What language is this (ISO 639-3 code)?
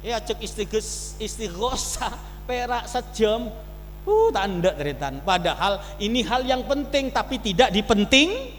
mad